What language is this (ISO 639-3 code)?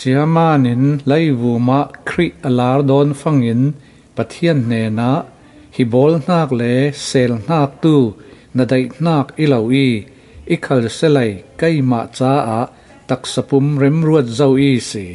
cfm